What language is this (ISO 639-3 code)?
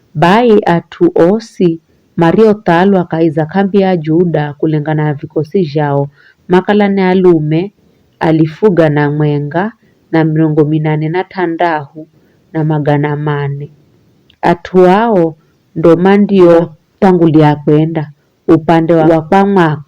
nyf